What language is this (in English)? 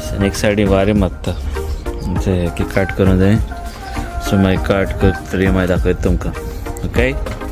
Konkani